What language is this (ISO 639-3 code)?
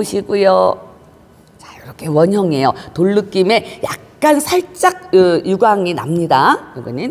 kor